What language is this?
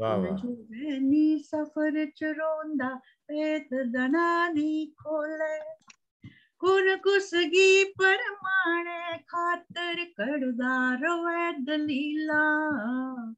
Dogri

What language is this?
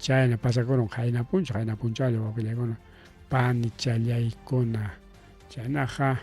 Ayacucho Quechua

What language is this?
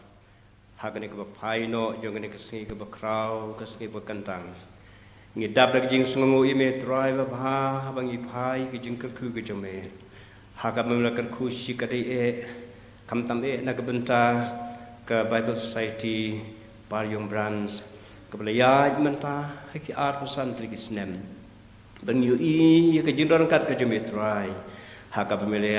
Khasi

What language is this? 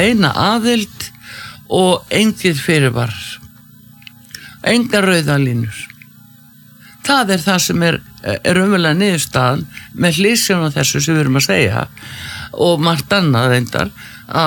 Icelandic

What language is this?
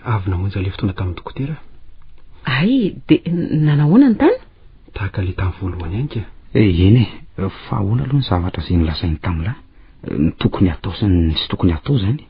Malagasy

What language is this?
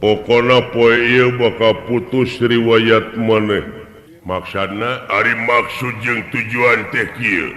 Sundanese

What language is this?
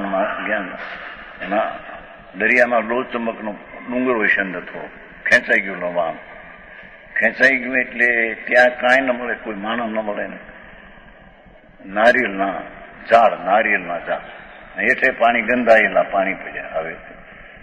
Gujarati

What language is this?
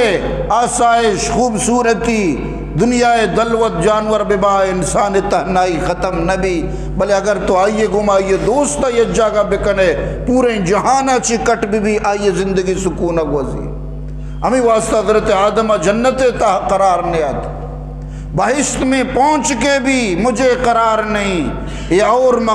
Eastern Balochi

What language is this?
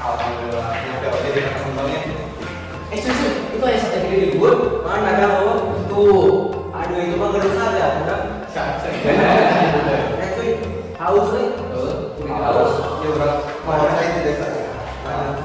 Sundanese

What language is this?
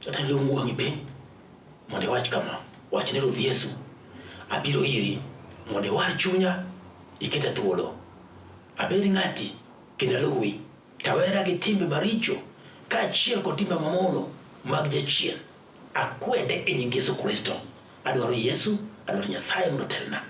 Luo (Kenya and Tanzania)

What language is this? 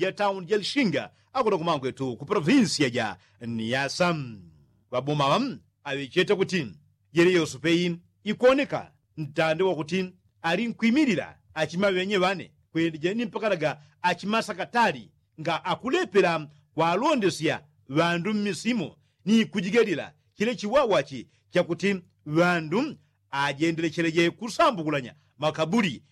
Yao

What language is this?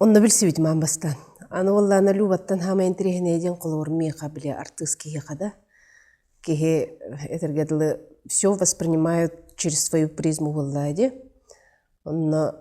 Yakut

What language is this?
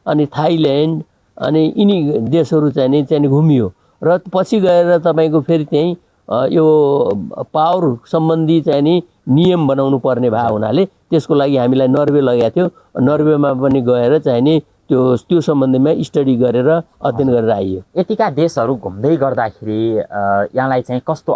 Nepali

